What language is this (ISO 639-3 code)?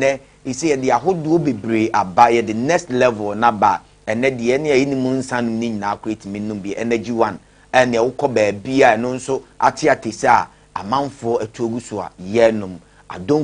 aka